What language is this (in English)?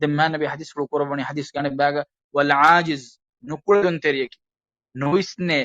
Divehi